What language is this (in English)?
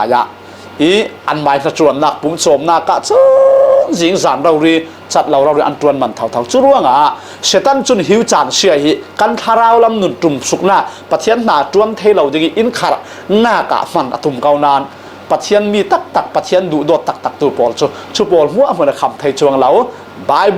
Falam Chin